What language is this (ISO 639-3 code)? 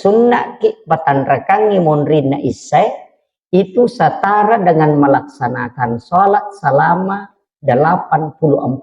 bug